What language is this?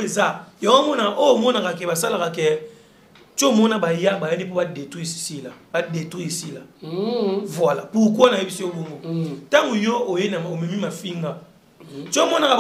Lingala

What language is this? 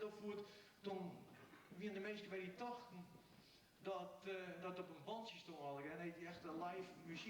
Western Frisian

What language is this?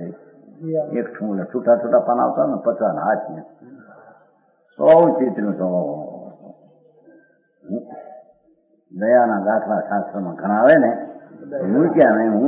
Gujarati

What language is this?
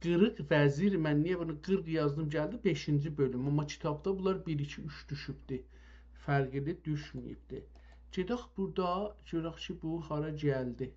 South Azerbaijani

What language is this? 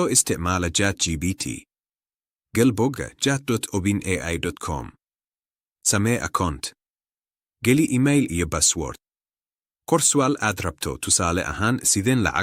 Somali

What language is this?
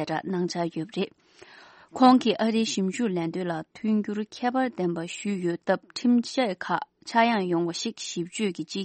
Tibetan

